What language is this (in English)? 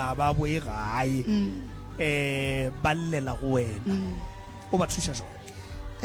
Northern Sotho